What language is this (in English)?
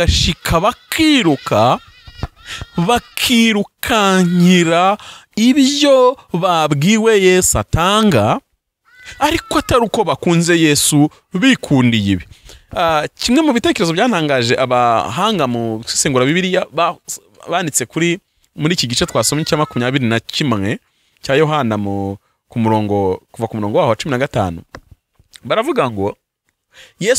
Kinyarwanda